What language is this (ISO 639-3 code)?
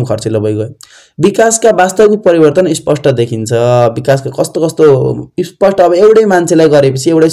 nep